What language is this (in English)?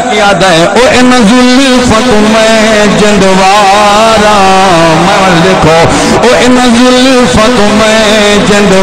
Saraiki